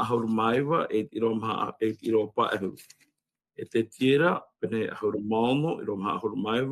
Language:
Tahitian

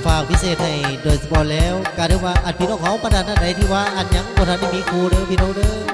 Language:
Lao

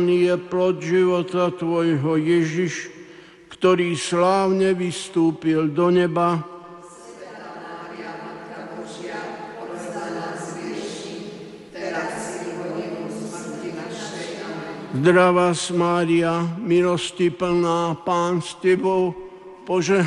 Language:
Slovak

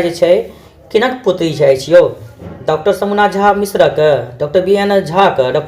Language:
Maithili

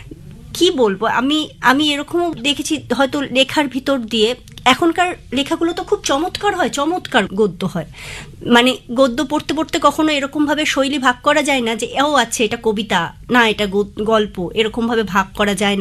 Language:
Bangla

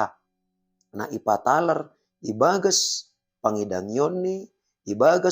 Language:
Batak Simalungun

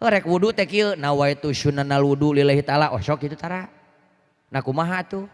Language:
Sundanese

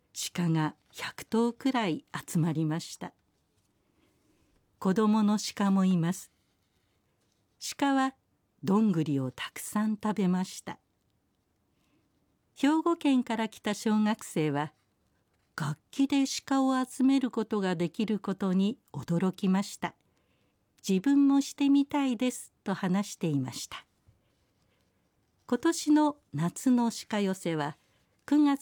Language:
Japanese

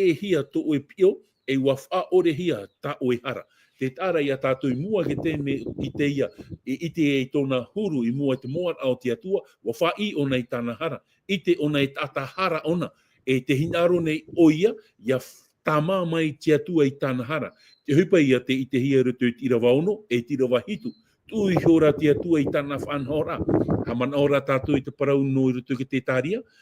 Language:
Tahitian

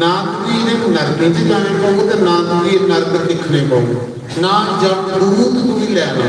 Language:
Dogri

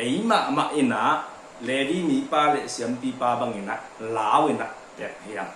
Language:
Tedim Chin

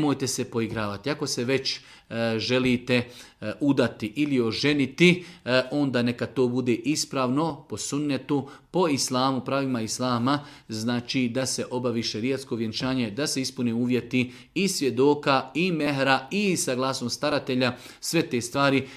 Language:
Bosnian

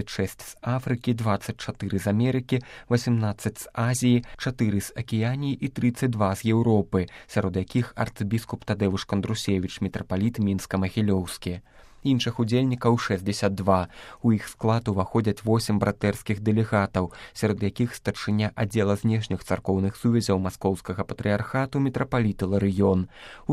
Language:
Belarusian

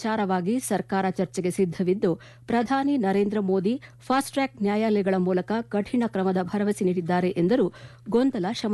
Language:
Kannada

